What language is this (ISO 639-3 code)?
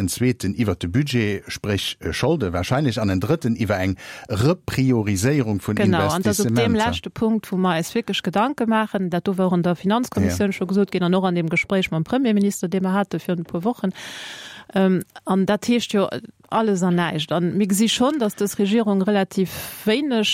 ltz